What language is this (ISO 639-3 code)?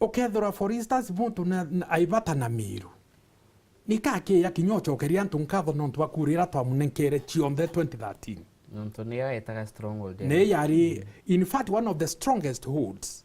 mer